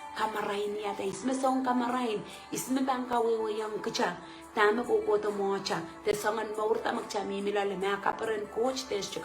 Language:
Pohnpeian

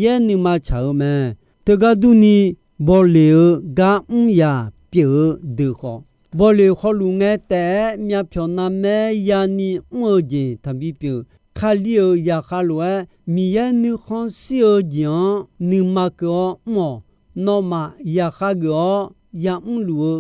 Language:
Akha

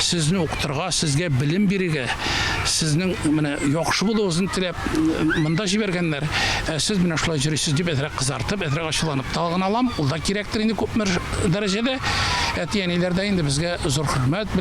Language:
Tatar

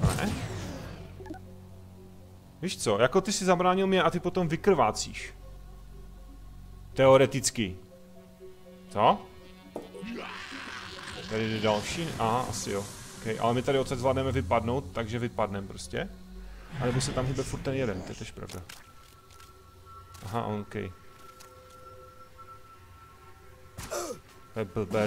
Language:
Czech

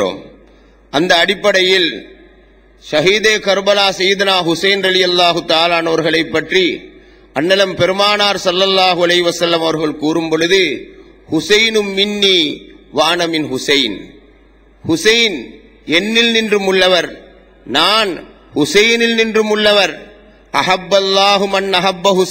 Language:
Tamil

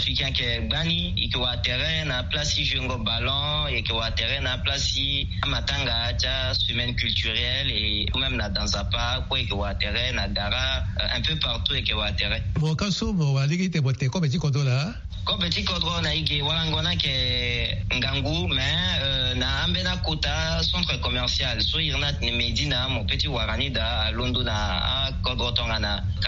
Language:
Sango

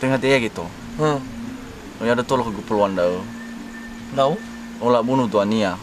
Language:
Nias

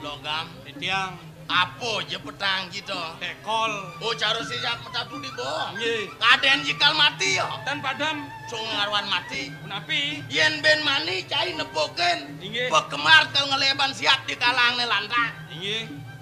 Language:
Balinese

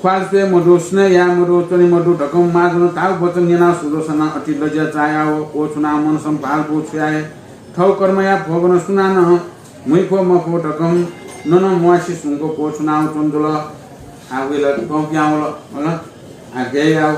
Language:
Newari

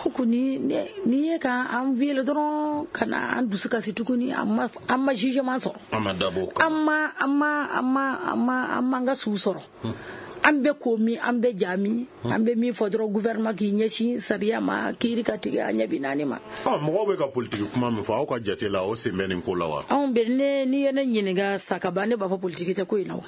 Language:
Bambara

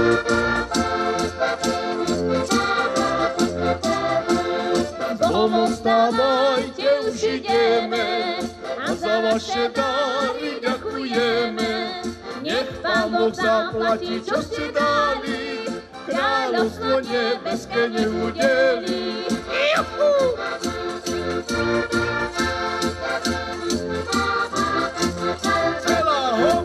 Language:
Slovak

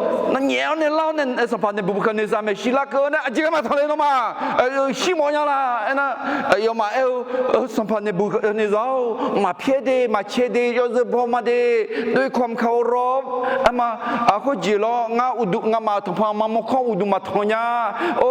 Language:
Akha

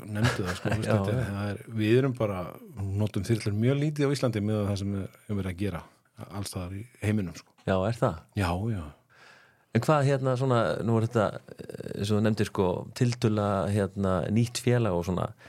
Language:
Icelandic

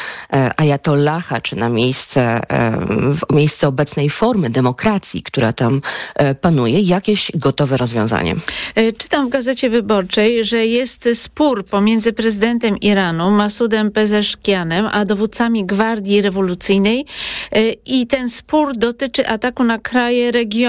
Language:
Polish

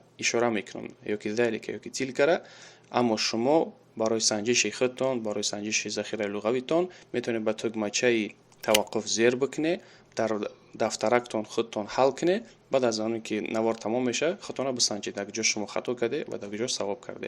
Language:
Tajik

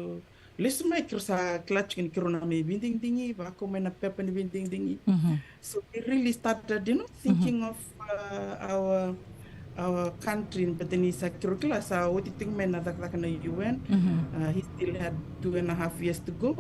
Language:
Fijian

